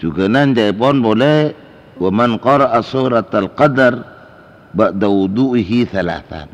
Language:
Madurese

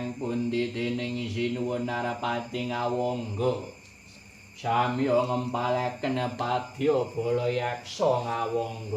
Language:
Javanese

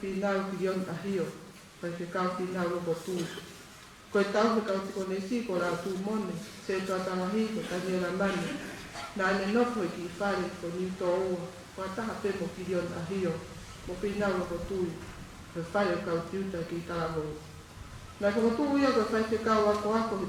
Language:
Tongan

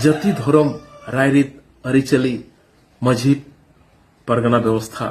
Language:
Santali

